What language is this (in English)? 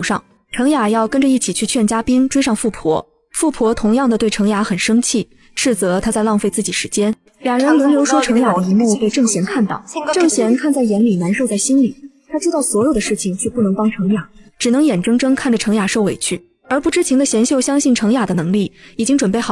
Chinese